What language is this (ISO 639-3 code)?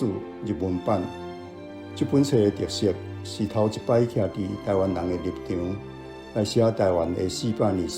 nan